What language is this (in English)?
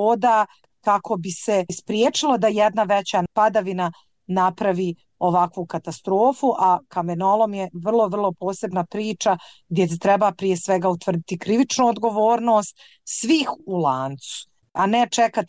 Bosnian